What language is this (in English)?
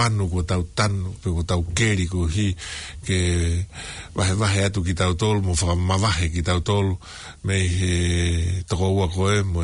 Tongan